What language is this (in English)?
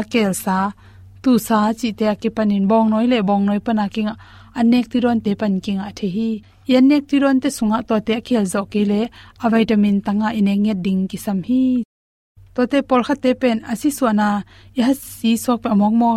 Tedim Chin